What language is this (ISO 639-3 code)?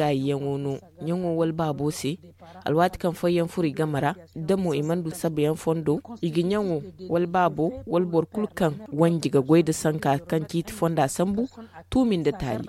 dje